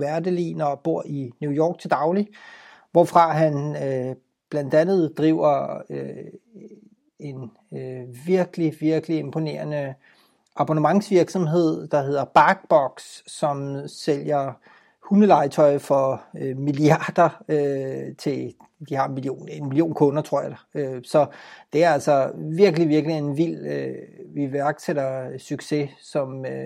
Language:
Danish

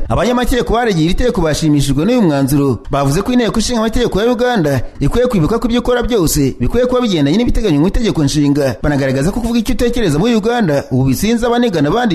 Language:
Kinyarwanda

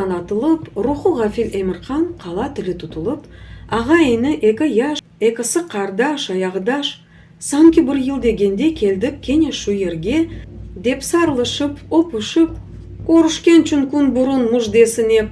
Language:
Crimean Tatar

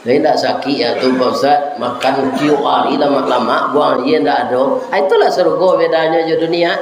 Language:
Minangkabau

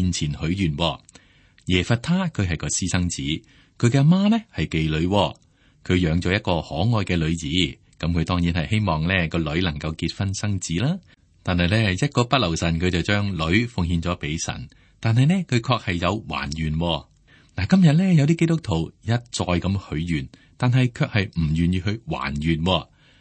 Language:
Cantonese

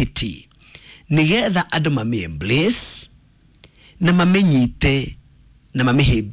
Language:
Kikuyu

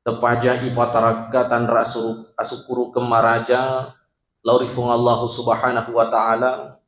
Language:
Buginese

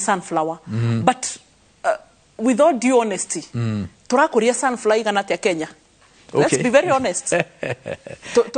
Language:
Kikuyu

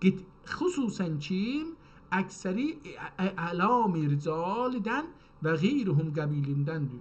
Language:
South Azerbaijani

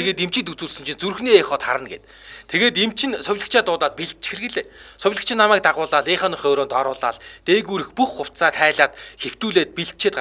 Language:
Mongolian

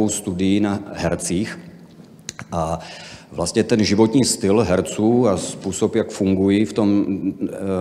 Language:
Czech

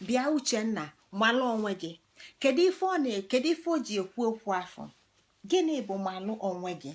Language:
Igbo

